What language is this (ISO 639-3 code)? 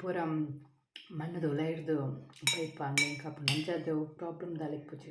tcy